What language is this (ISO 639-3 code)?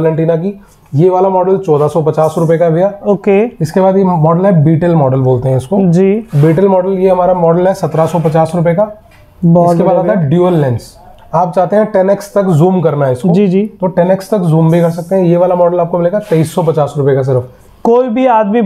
hin